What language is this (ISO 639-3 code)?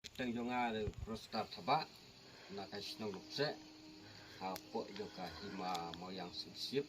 kha